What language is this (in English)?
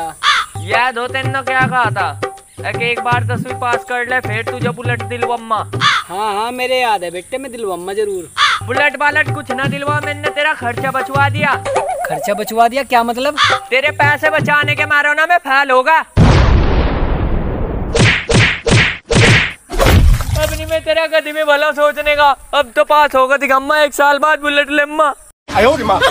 Hindi